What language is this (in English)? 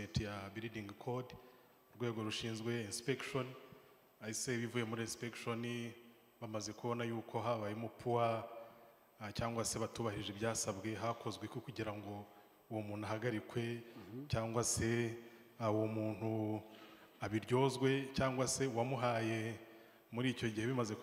Kinyarwanda